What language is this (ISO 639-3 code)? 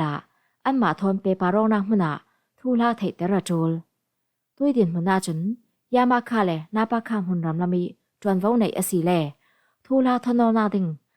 cfm